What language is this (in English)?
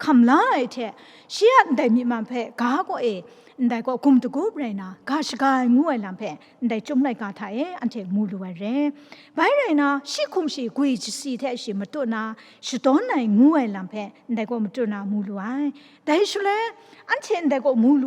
Kachin